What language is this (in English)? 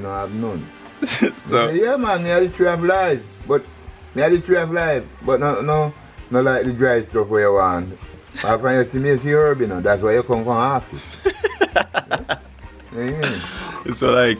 Jamaican Creole English